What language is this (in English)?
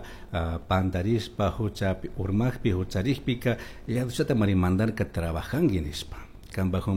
Chimborazo Highland Quichua